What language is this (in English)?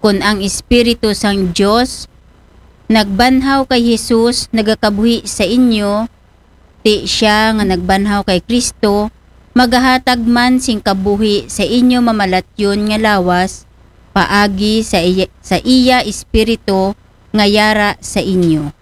Aklanon